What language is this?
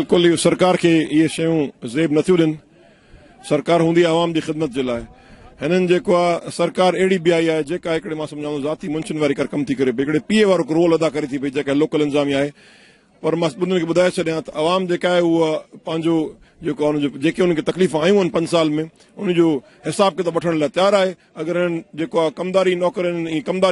Sindhi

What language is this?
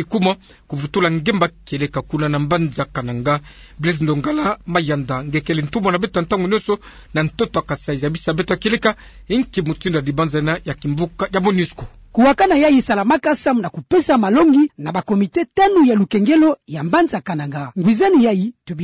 Kituba (Democratic Republic of Congo)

